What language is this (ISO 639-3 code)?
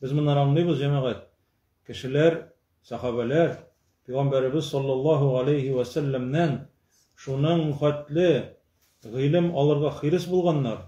tat